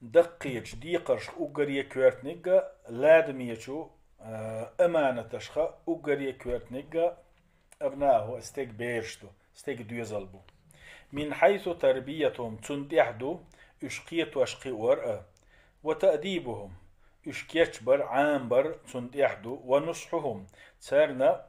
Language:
Chechen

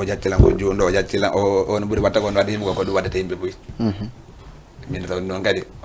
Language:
Fula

